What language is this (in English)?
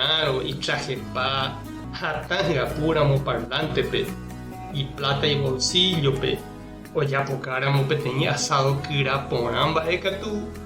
Guarani